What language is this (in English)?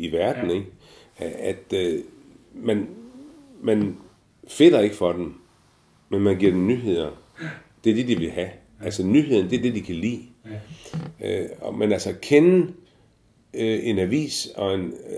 Danish